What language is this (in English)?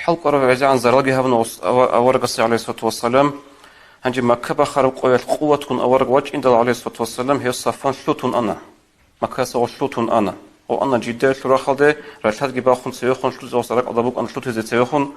Avaric